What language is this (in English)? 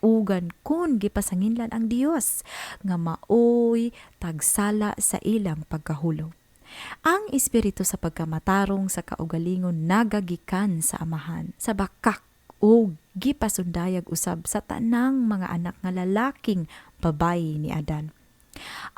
Cebuano